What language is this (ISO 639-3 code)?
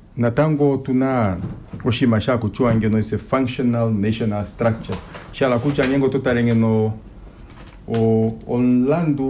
kua